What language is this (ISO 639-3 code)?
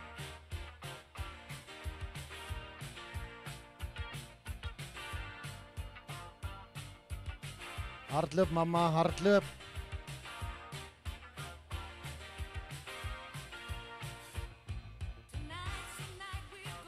afr